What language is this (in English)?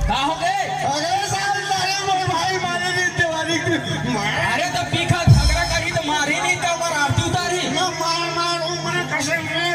Chhattisgarhi